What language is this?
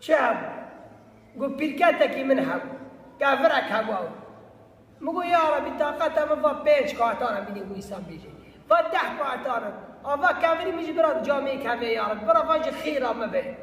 Kurdish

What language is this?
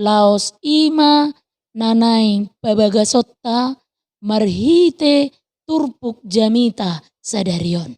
Batak Toba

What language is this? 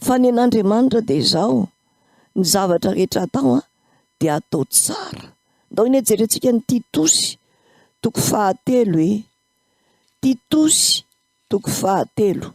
Malagasy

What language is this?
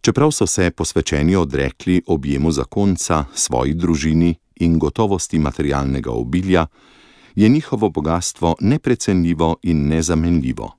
Slovenian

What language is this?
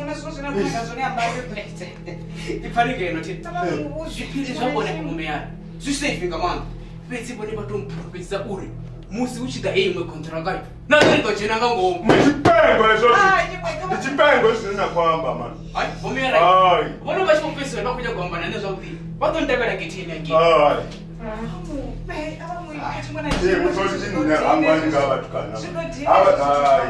Venda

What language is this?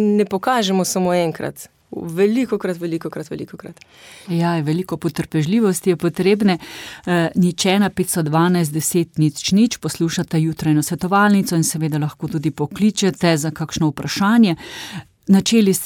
Slovenian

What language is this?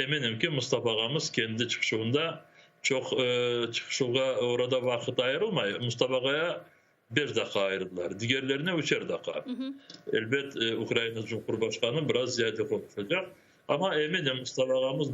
Crimean Tatar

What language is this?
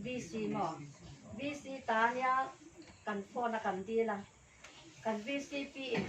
Hakha Chin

